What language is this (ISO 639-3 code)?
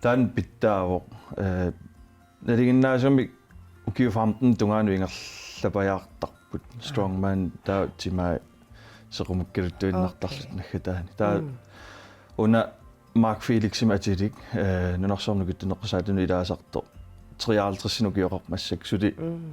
kal